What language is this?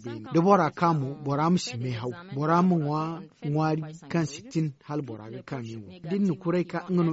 Zarma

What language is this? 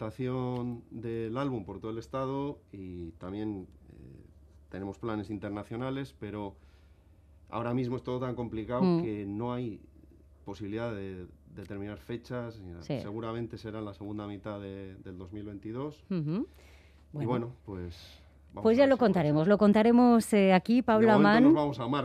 Spanish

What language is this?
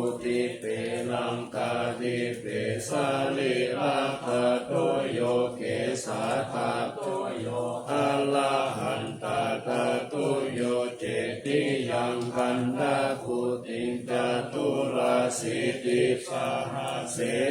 Pali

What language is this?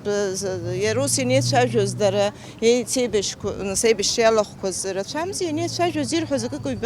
Abkhazian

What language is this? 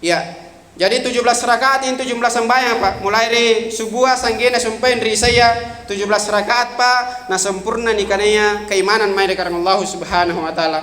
Makasar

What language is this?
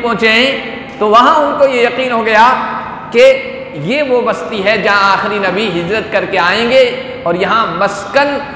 Urdu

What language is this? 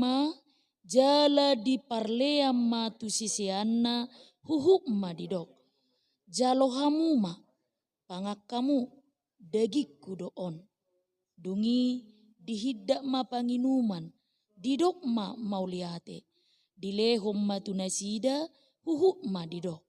Batak Toba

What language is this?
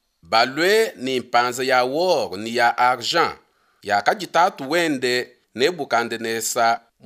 Luba-Lulua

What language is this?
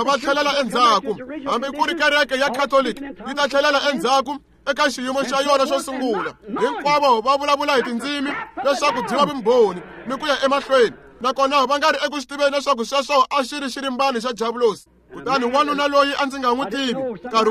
Tsonga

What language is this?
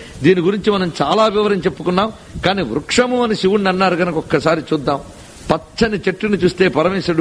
Telugu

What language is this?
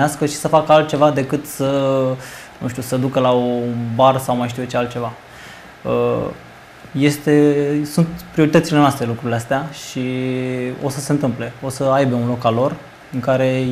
Romanian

